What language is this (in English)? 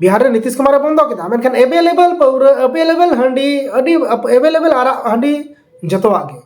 Santali